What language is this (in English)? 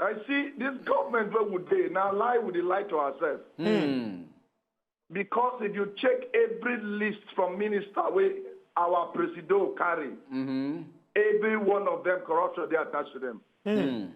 Nigerian Pidgin